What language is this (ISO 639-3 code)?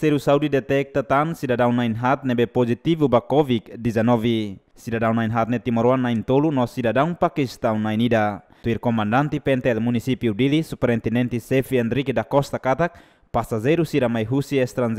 tet